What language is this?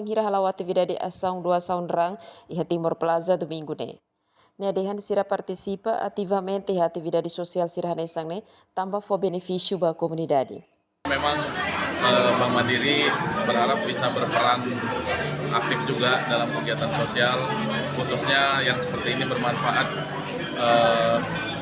Tetum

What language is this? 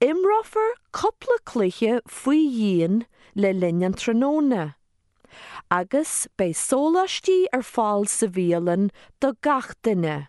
Irish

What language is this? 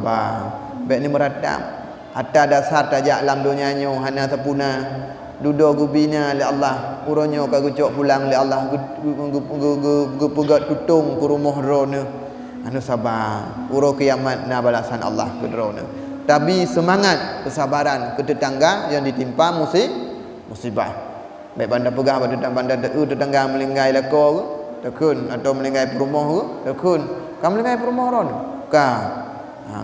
Achinese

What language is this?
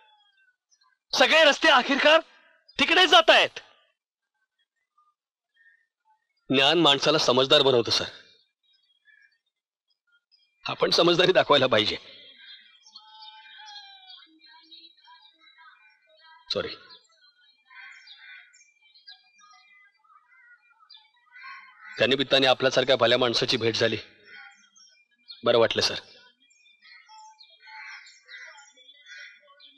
Marathi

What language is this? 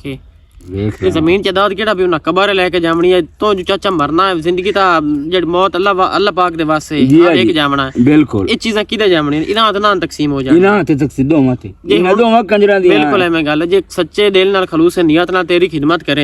Western Panjabi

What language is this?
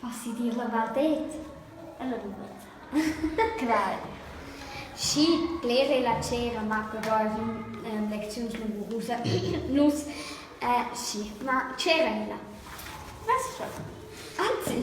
Romansh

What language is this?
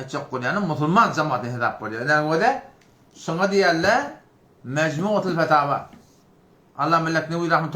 Turkmen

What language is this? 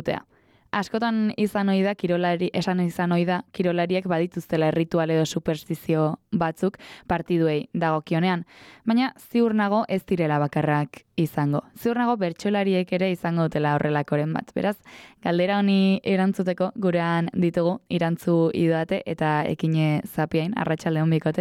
Basque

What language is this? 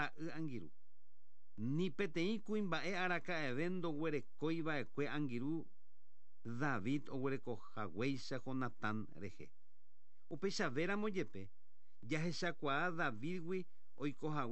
Guarani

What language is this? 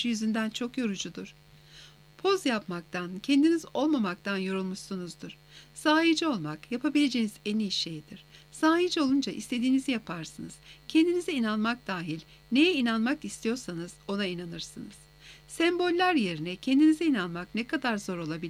Turkish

